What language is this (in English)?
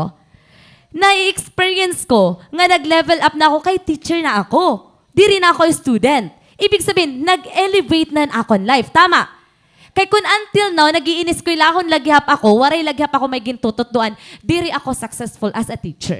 Waray